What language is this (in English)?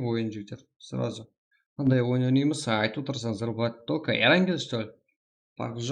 Kara-Kalpak